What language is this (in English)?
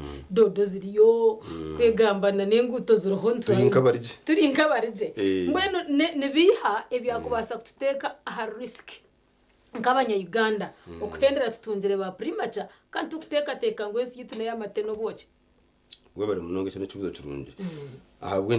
Nyankole